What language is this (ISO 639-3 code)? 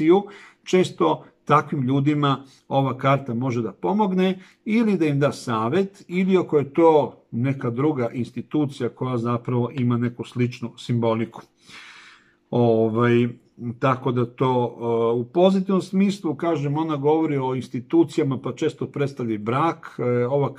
srp